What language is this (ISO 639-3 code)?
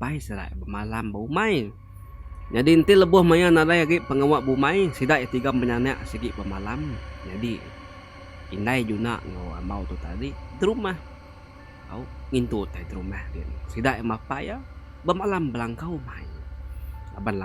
iba